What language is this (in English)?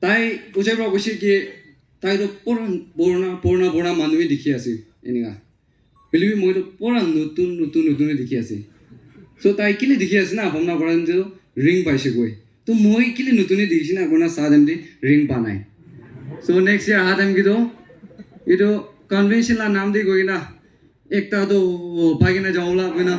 Naga Pidgin